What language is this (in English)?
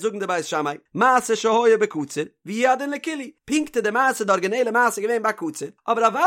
Yiddish